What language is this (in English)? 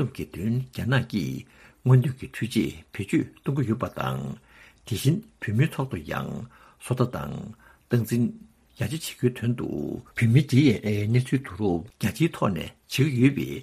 Tibetan